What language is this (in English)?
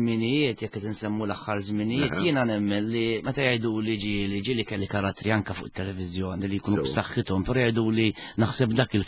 Maltese